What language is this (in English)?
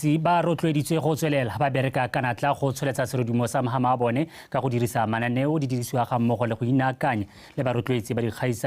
Tswana